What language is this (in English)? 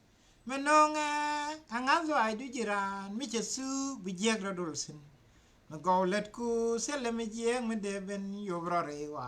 Nuer